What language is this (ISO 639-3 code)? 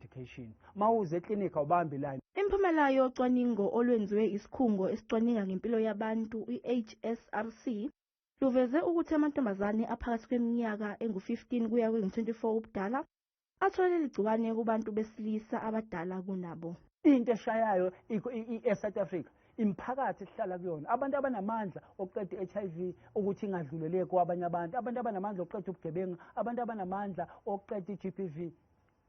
zul